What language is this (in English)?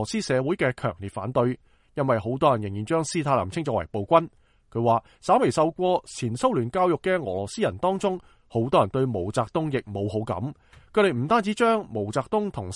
Cantonese